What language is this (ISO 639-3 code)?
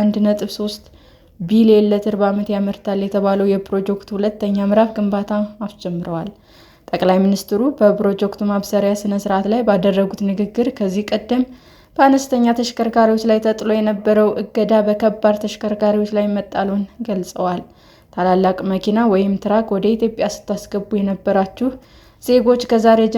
amh